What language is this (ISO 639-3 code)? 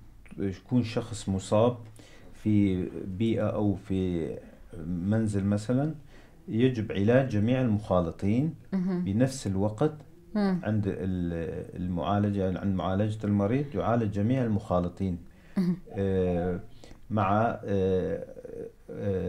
apc